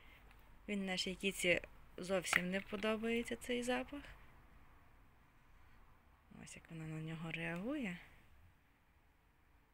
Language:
Ukrainian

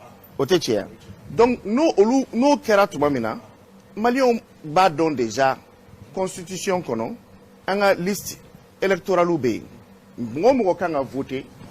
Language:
Bambara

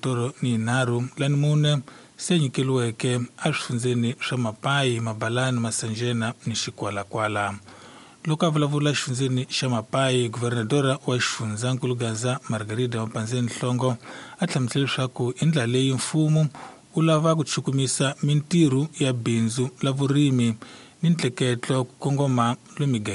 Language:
Tsonga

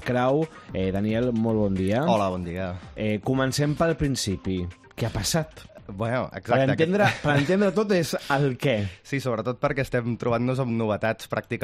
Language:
Catalan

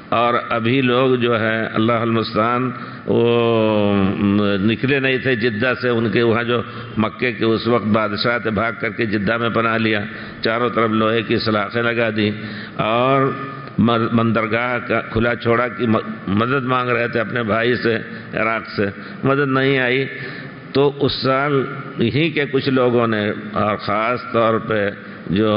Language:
Urdu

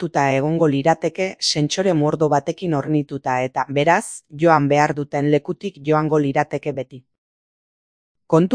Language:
Basque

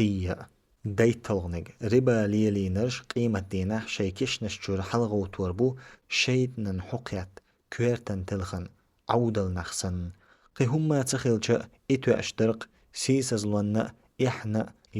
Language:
Chechen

